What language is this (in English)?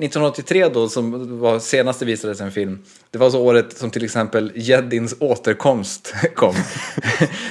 Swedish